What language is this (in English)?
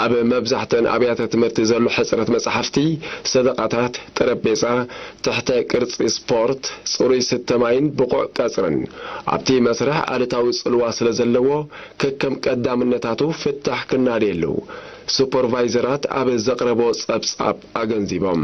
Tigrinya